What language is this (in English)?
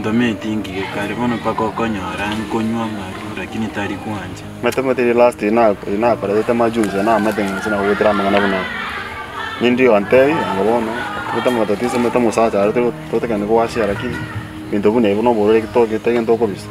Gusii